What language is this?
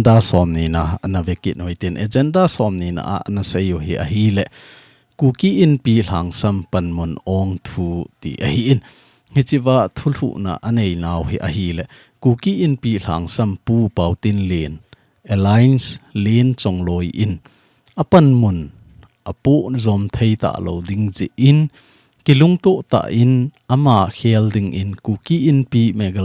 Thado Chin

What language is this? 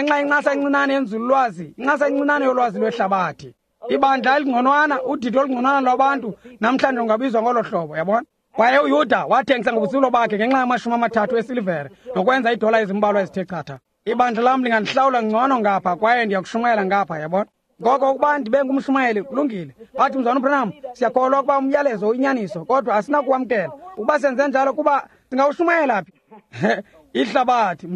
Xhosa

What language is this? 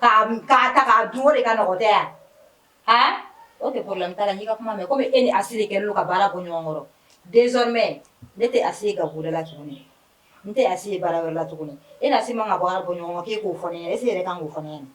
Bambara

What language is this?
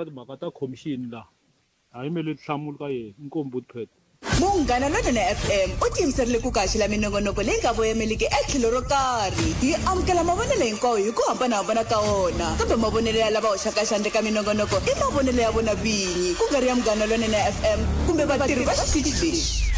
Tsonga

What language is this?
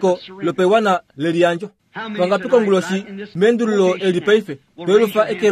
Kuanyama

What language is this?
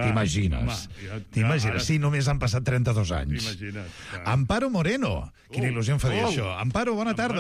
Catalan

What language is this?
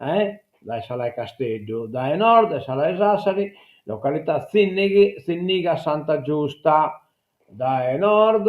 Sardinian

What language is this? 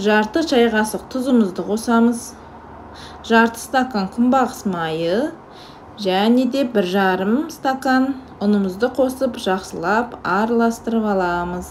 Kazakh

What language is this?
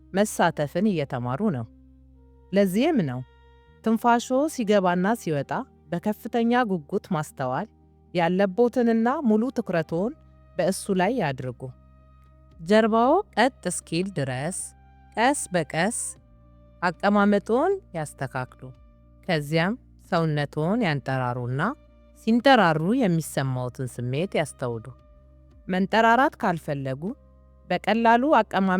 Amharic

